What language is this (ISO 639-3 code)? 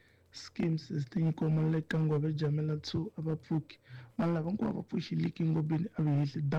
tso